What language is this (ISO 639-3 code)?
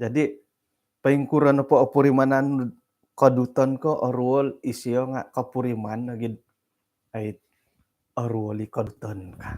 dtp